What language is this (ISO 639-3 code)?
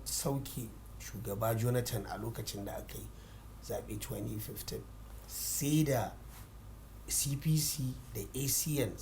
hau